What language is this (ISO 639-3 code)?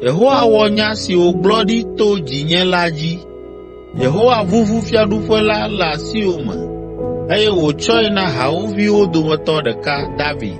ewe